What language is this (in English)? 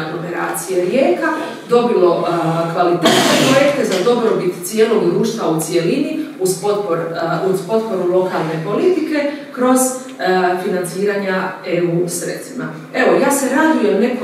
Croatian